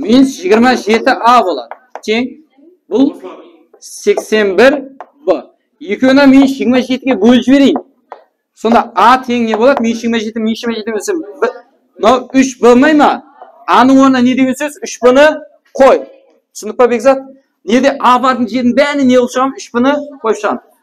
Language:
Kara-Kalpak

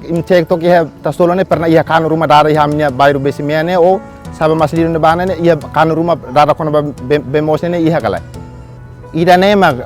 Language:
Tetum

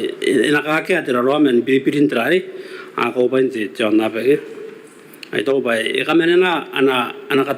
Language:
Gilbertese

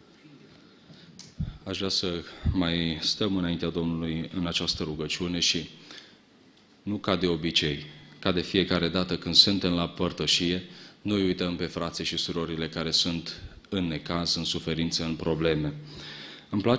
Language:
Romanian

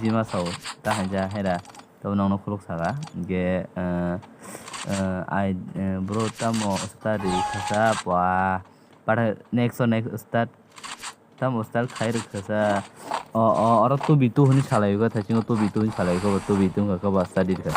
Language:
Kok Borok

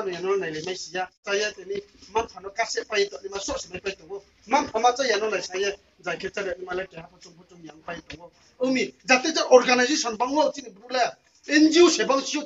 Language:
Riang (India)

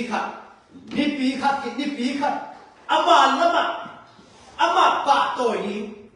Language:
Tedim Chin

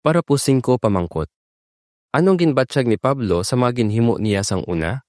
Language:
Hiligaynon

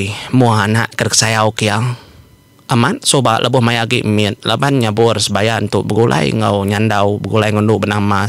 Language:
Iban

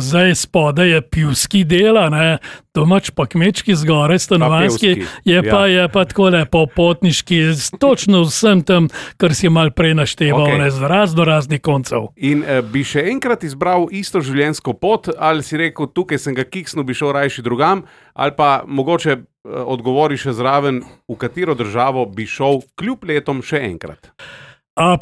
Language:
Slovenian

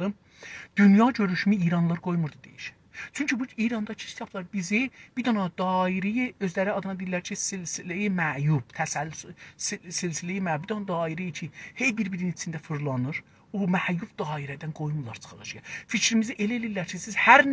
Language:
South Azerbaijani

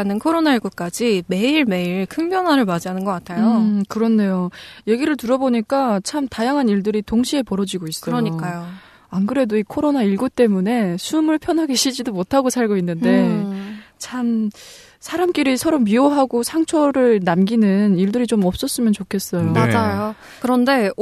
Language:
Korean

